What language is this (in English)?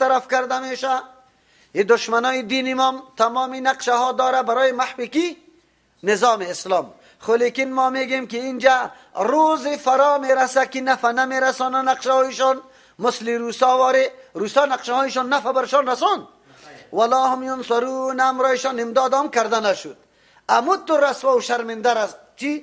Persian